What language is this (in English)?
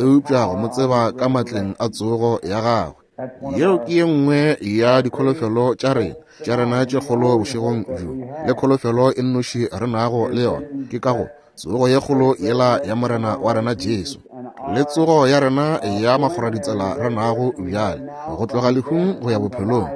Northern Sotho